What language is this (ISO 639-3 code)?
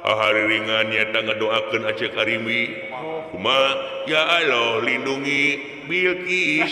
sun